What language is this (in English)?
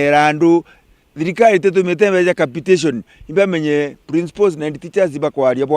Meru